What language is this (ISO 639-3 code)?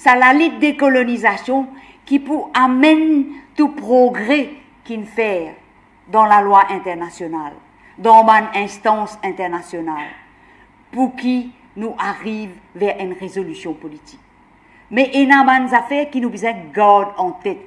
mfe